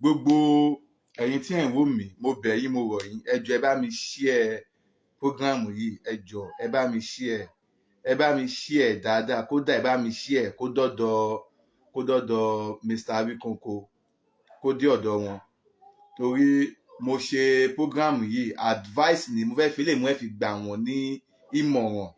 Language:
Yoruba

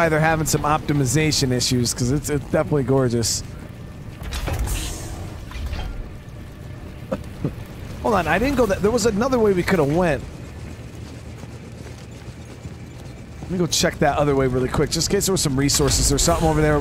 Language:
English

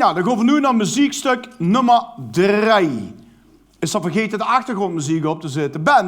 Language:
Limburgish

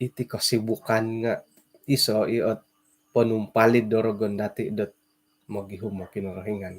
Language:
Central Dusun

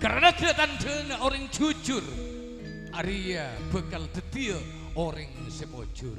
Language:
Madurese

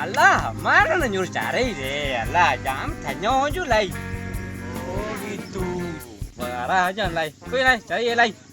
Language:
Minangkabau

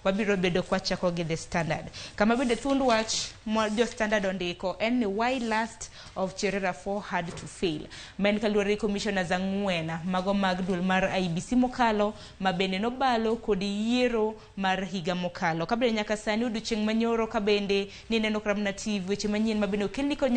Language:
Luo (Kenya and Tanzania)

